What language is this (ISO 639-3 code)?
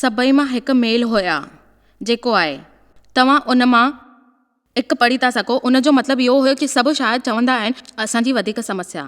snd